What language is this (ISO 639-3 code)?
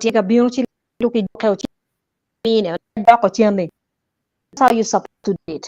ach